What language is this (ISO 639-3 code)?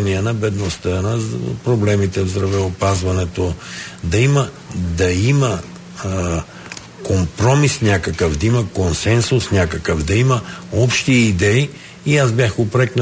bul